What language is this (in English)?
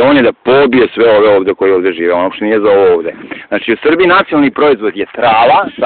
Serbian